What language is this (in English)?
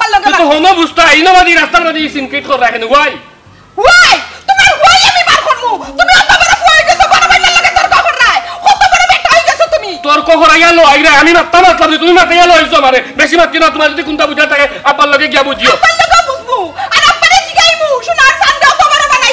Sylheti